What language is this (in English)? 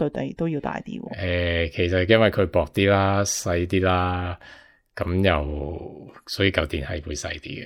Cantonese